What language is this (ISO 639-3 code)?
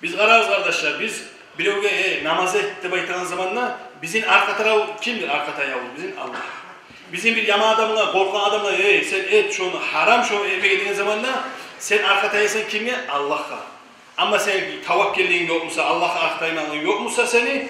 kum